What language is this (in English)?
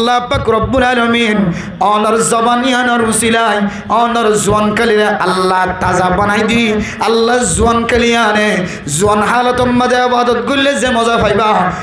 Rohingya